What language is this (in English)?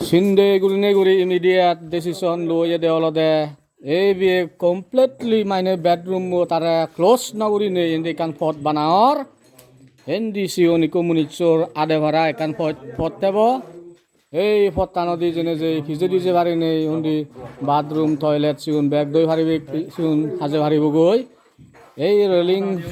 Chakma